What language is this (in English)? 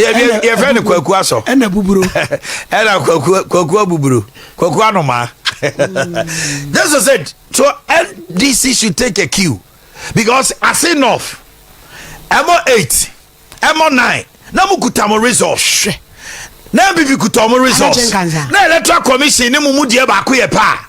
Akan